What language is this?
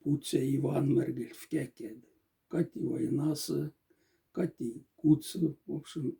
Moksha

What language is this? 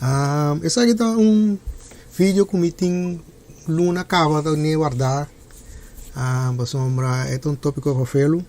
Papiamento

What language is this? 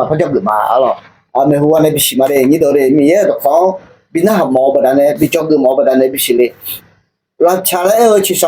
Akha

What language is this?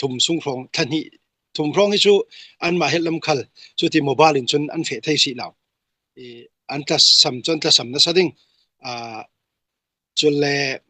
Falam Chin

